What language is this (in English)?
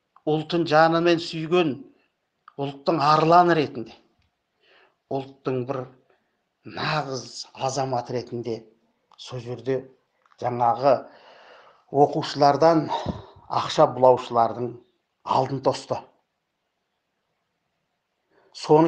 Kazakh